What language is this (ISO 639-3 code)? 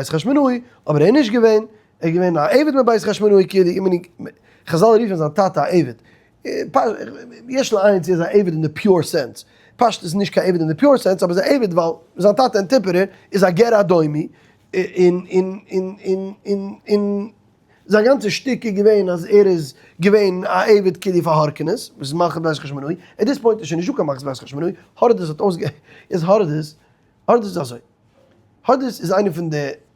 yid